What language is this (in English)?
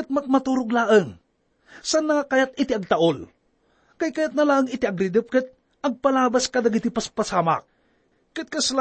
Iloko